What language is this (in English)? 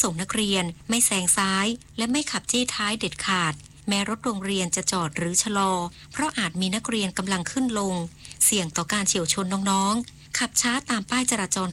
Thai